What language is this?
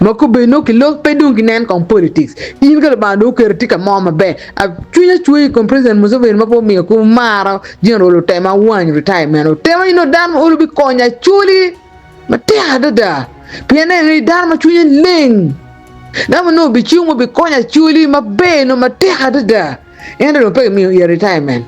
Acoli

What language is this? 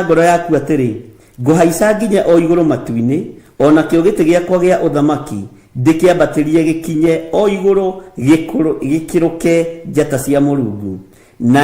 Kikuyu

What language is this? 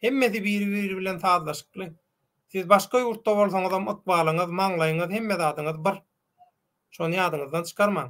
Turkmen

